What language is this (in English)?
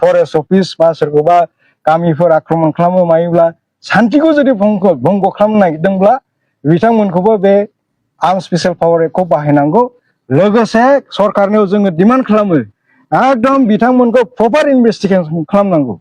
Bodo